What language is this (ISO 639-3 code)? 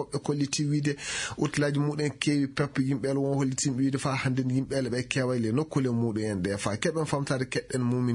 ful